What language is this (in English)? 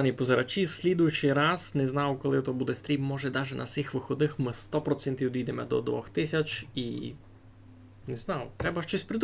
Rusyn